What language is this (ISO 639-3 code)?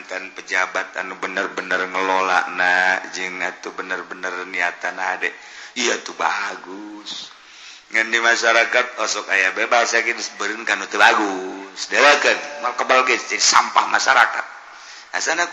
sun